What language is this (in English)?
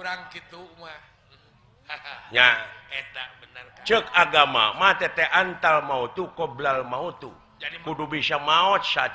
Sundanese